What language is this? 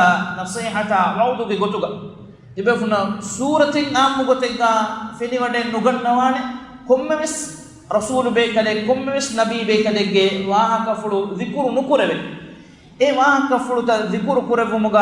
Divehi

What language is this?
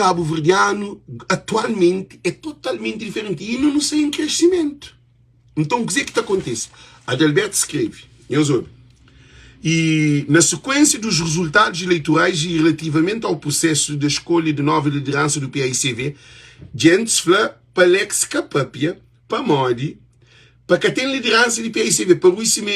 Kabuverdianu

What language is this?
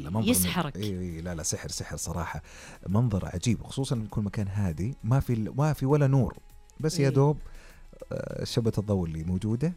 Najdi Arabic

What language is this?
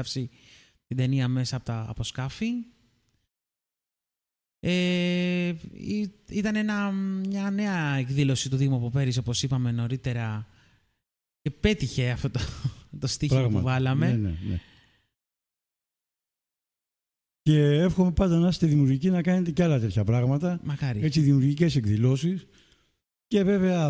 Greek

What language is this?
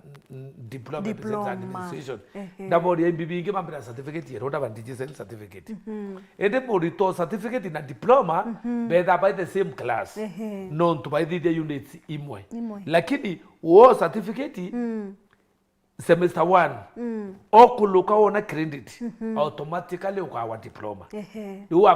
Meru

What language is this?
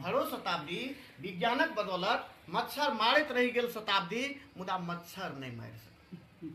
Maithili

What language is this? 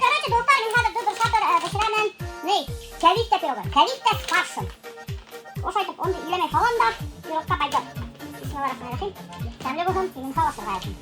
Bashkir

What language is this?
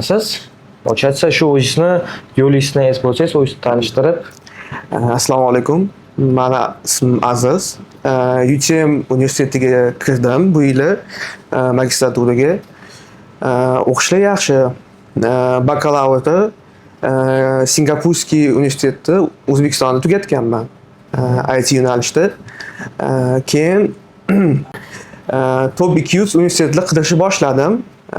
Uzbek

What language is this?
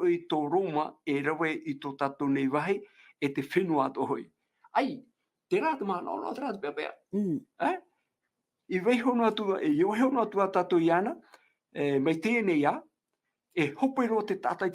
Tahitian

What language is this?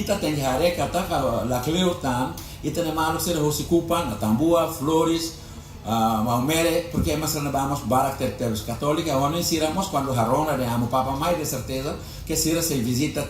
Tetum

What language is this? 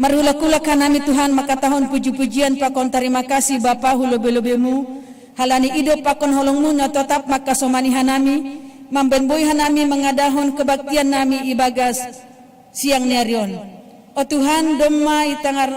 Batak Simalungun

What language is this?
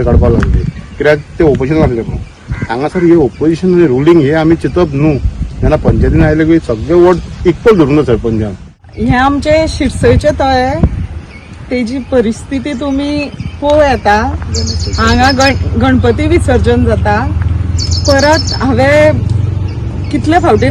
Konkani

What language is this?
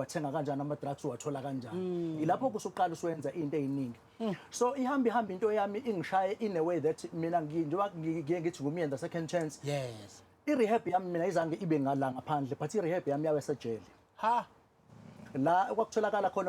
Zulu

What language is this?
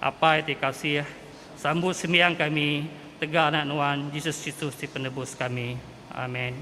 Iban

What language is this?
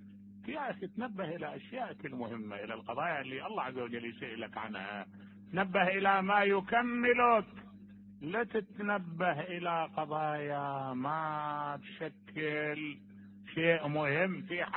Mesopotamian Arabic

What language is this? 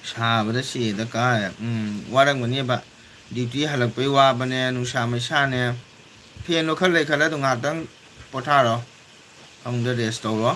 Manipuri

